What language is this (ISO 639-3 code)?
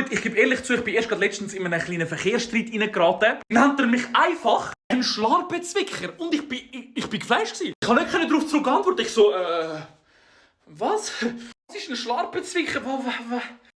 gsw